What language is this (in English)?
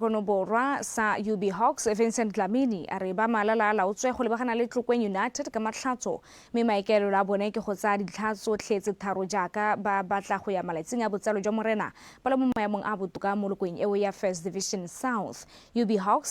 Tswana